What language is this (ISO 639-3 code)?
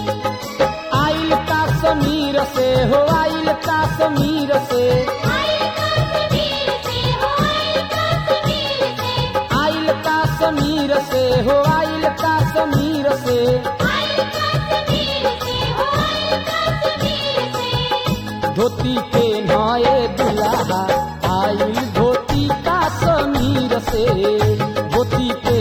bho